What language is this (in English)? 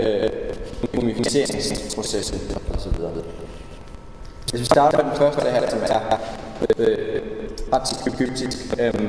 Danish